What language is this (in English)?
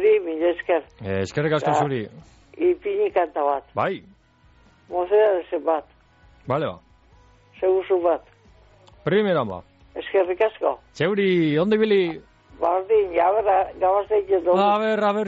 Basque